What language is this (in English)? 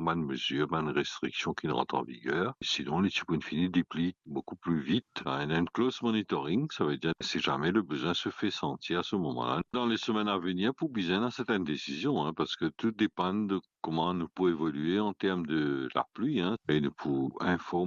Morisyen